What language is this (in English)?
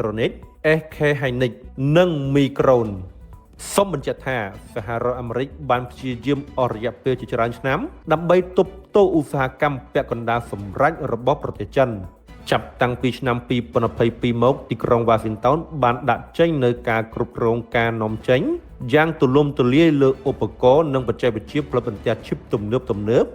Khmer